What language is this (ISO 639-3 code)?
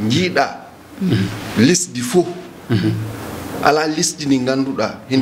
ful